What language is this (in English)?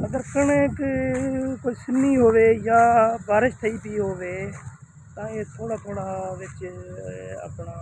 Saraiki